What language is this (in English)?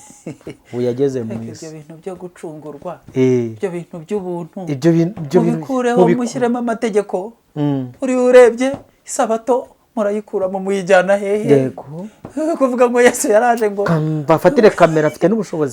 Kinyarwanda